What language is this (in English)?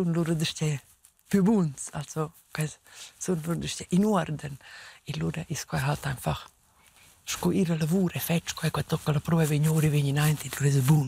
Romansh